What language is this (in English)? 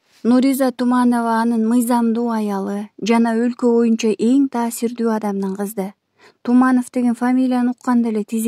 Kyrgyz